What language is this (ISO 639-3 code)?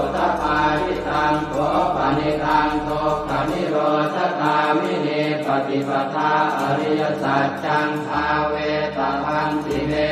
pli